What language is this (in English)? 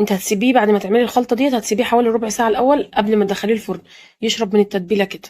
Egyptian Arabic